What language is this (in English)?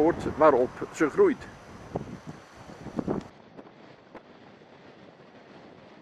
Dutch